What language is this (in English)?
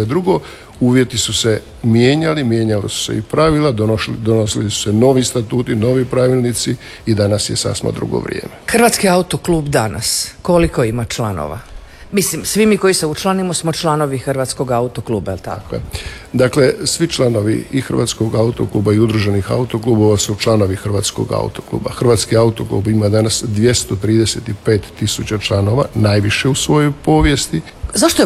Croatian